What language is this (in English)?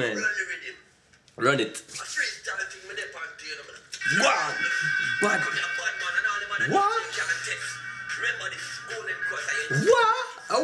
Jamaican Creole English